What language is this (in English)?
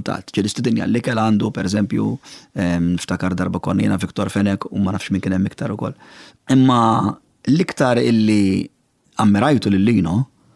Maltese